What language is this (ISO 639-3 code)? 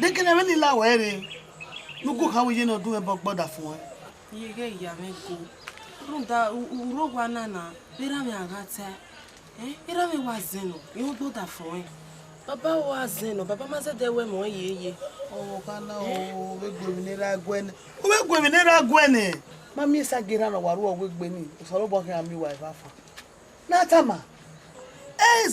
bin